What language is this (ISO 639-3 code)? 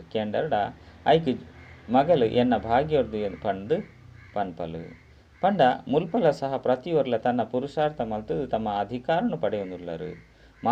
tcy